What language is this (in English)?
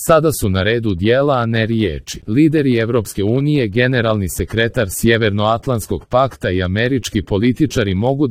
Serbian